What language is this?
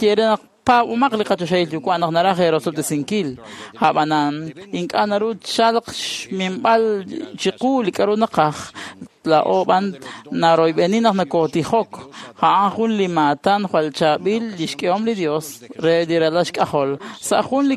Kekchí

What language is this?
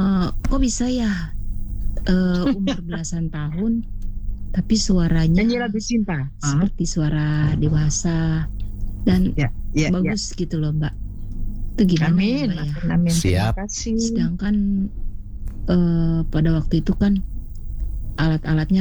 Indonesian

